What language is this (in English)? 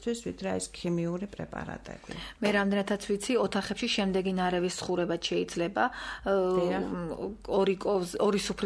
Georgian